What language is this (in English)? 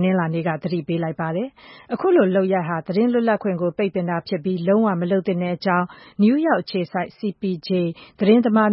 Burmese